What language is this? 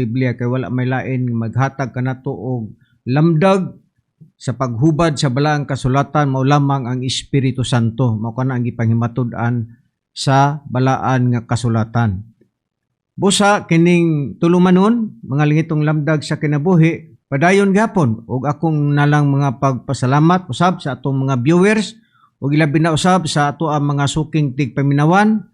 Cebuano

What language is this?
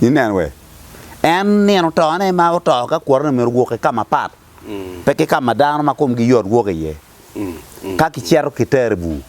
Acoli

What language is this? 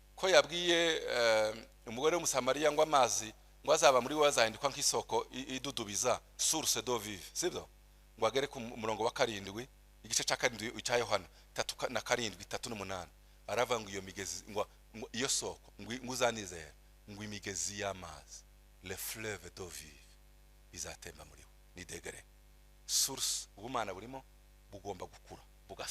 Kinyarwanda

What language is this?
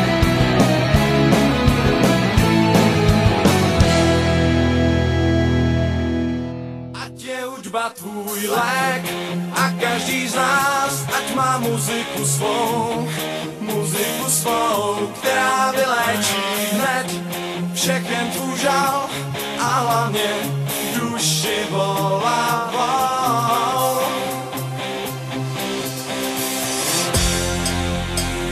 Czech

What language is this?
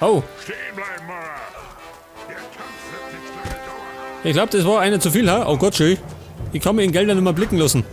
Bavarian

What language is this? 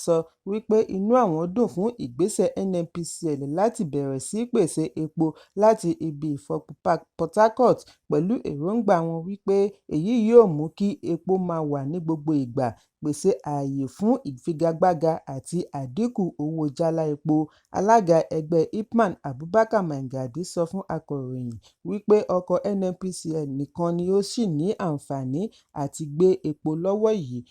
Yoruba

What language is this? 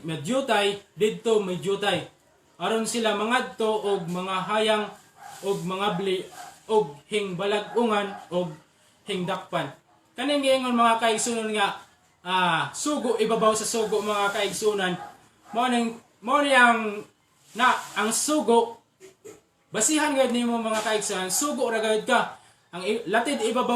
Cebuano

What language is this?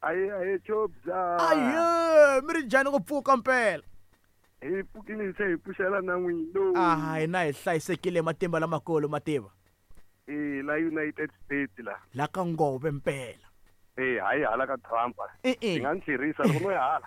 Tsonga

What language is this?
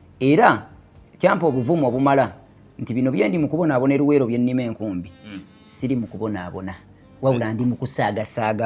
Ganda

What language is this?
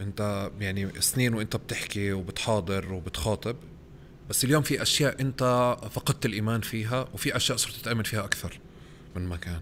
North Levantine Arabic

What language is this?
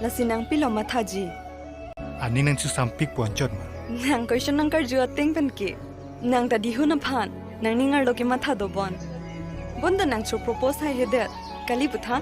Karbi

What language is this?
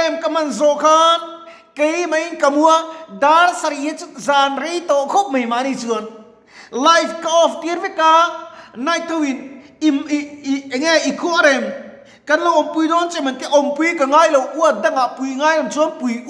Mizo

